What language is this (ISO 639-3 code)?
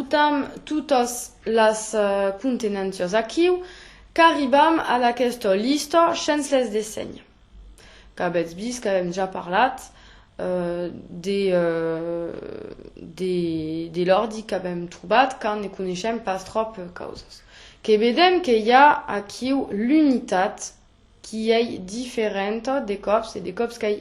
oci